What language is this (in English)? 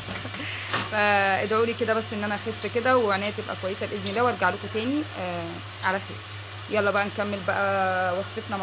Egyptian Arabic